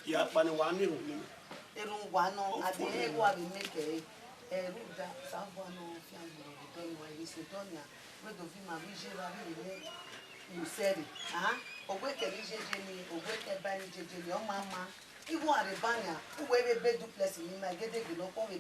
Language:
Bini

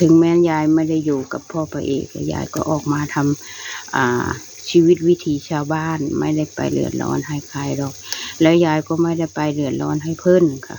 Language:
Northeastern Thai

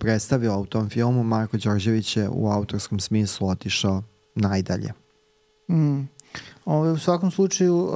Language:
Serbian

